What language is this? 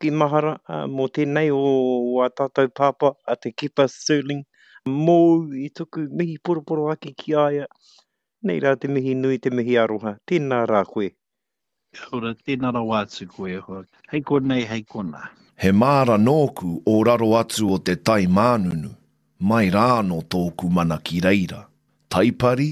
Māori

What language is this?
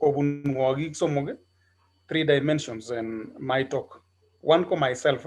Kalenjin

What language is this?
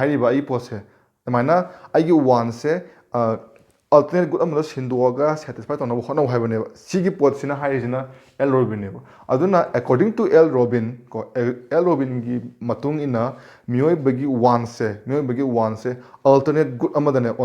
Manipuri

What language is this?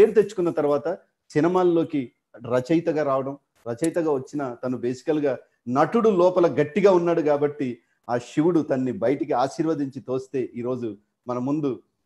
Telugu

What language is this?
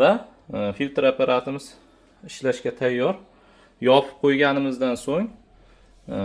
Uzbek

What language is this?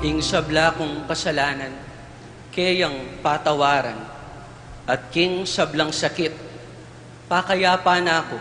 Pampanga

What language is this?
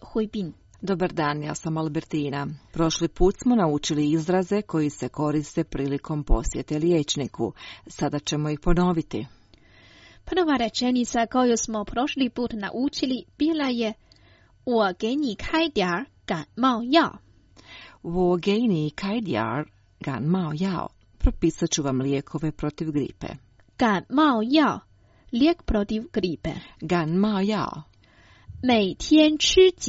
Croatian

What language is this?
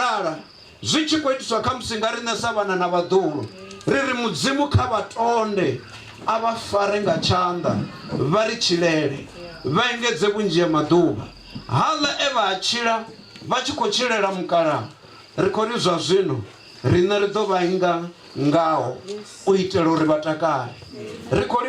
Venda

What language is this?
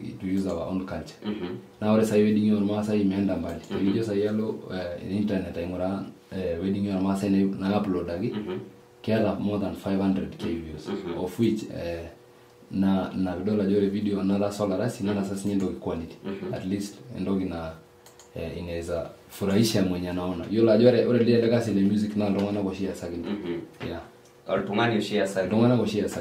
Masai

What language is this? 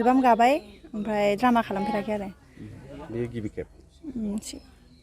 Bodo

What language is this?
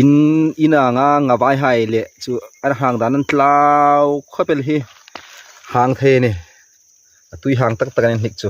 Hmar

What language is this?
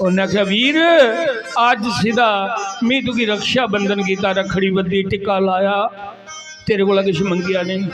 Dogri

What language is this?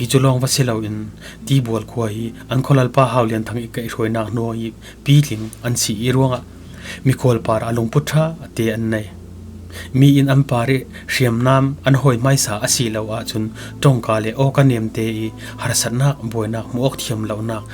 Falam Chin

